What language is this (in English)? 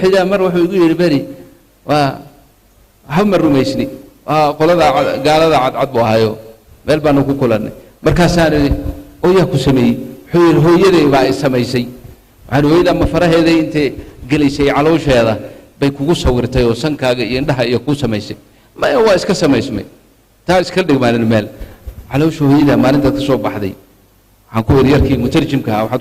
Somali